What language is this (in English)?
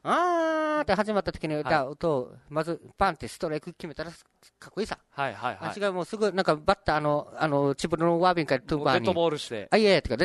Japanese